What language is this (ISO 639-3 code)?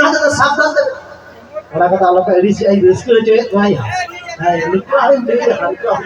sat